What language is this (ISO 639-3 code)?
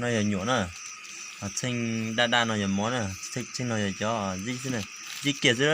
hmn